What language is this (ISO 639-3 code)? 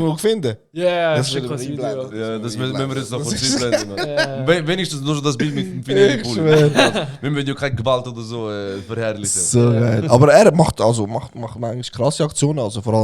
gsw